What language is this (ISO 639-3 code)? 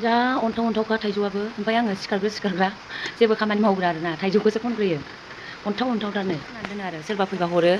brx